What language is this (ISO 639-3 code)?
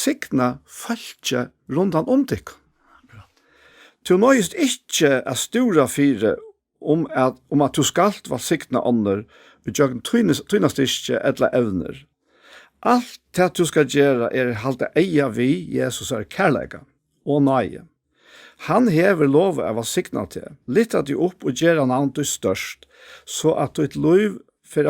fao